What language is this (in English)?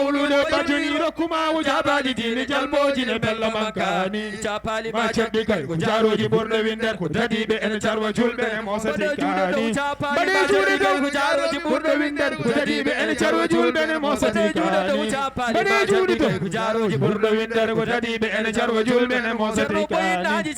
Fula